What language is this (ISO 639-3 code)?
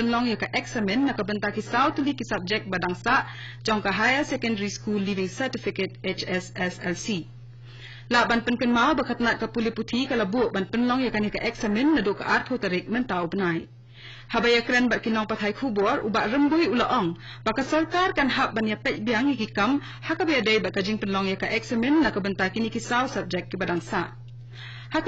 kha